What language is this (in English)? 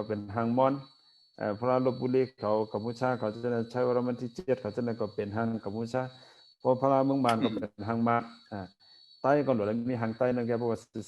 Shan